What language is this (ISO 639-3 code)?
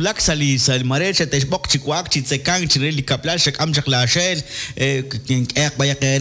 kek